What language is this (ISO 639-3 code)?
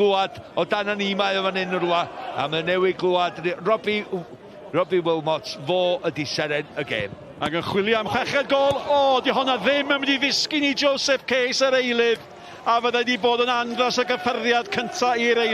cym